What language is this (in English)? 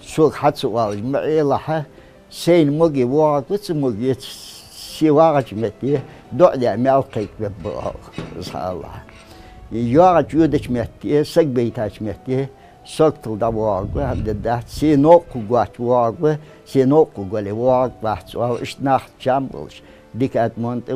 Ingush